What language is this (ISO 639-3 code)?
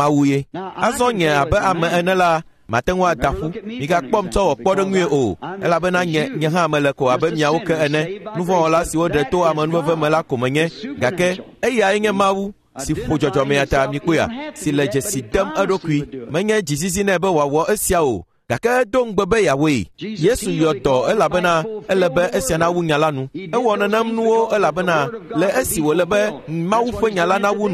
ewe